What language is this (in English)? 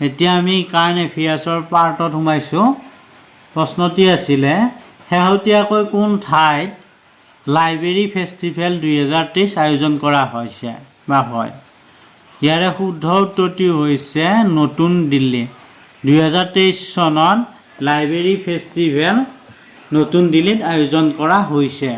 Assamese